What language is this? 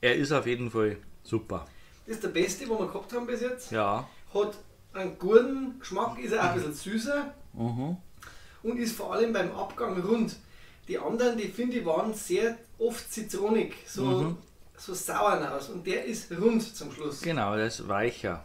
Bavarian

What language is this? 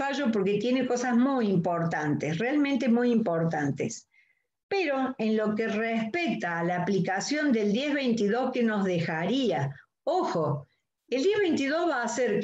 Spanish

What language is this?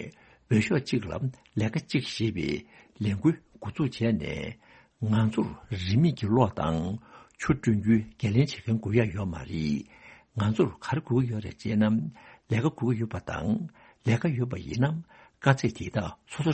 Tibetan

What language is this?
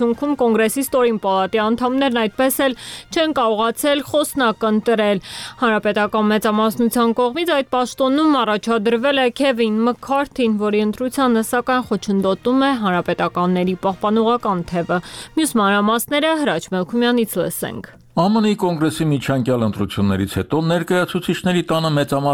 Armenian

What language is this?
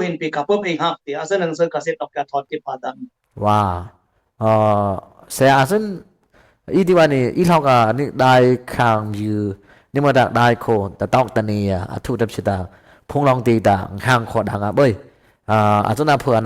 Dimasa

